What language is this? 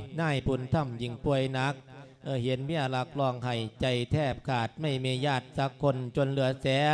Lao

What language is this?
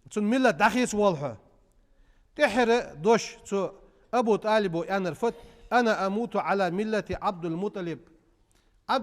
Ingush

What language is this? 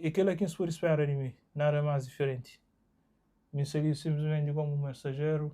Kabuverdianu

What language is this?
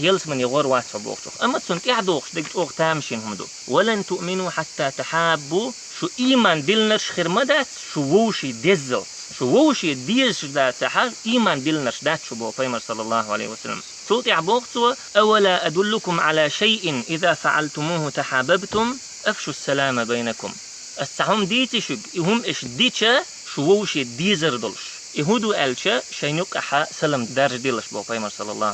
Chechen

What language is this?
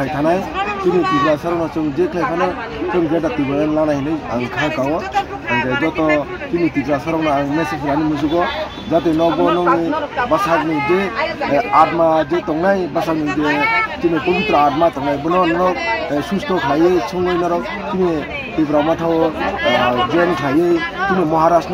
Kok Borok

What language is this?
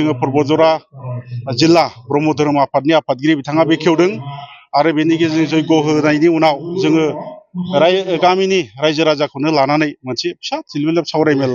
Bodo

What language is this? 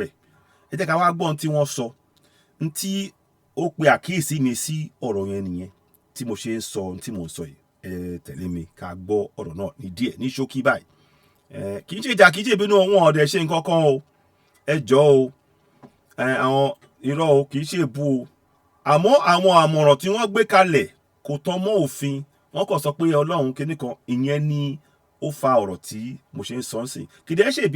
Yoruba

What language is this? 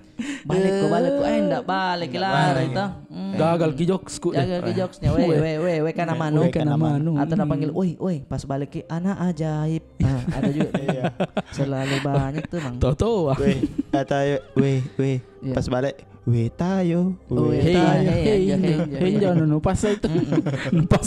Makassar Malay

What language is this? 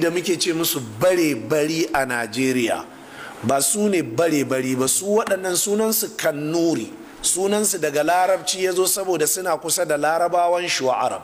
Hausa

